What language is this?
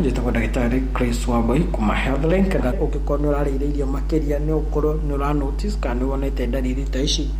Kikuyu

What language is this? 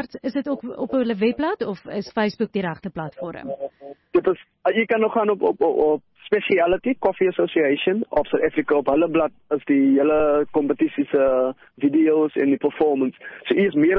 Afrikaans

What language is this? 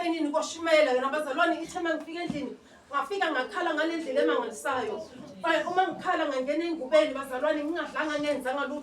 Zulu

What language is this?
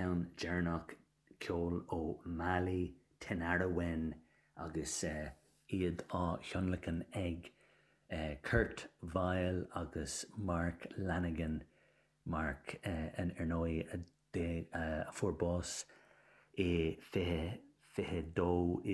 Irish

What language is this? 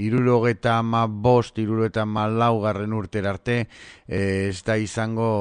Basque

